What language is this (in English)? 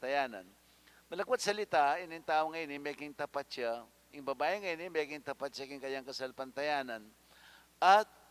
Pampanga